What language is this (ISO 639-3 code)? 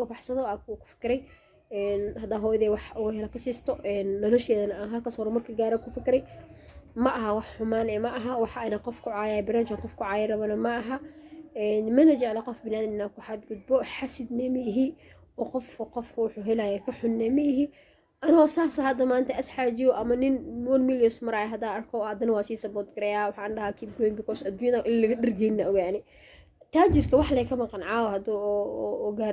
som